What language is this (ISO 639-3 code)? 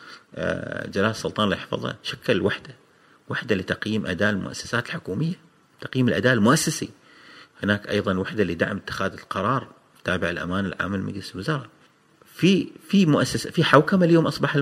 afb